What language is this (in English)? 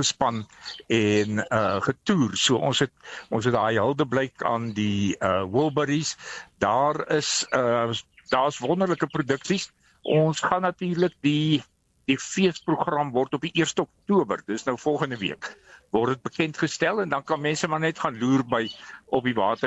Afrikaans